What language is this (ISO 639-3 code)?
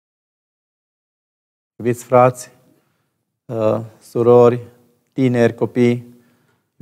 ron